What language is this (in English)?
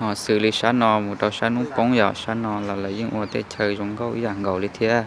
Hmong